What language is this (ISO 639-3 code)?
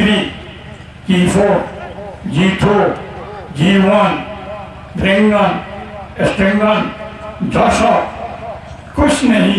rhg